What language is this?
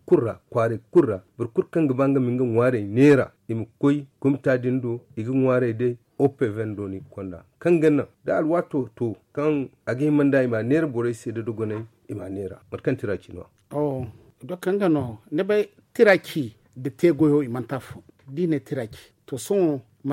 Zarma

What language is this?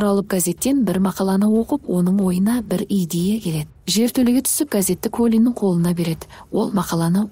Kazakh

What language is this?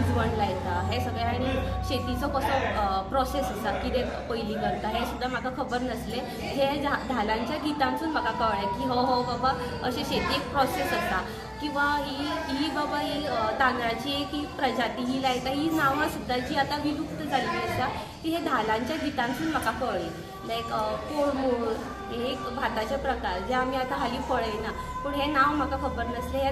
Konkani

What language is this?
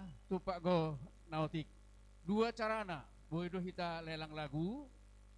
Batak Toba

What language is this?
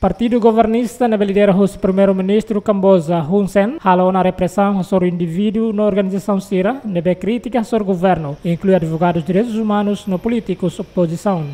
Tetum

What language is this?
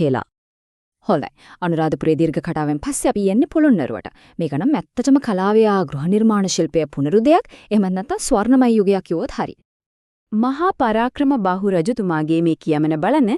Sinhala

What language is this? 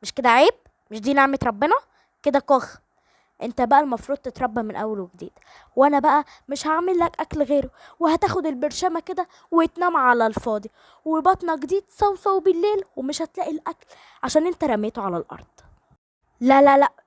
Egyptian Arabic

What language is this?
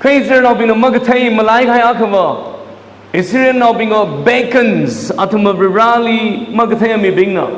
Tangkhul Naga (India)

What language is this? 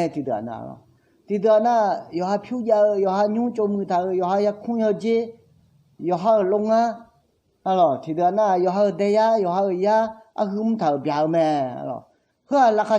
Akha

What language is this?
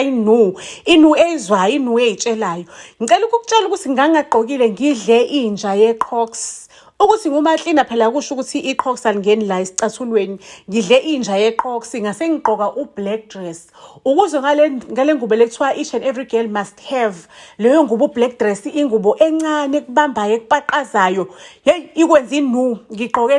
Zulu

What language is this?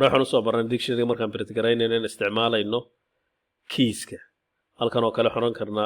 Somali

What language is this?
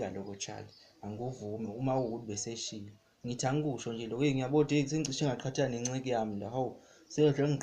Zulu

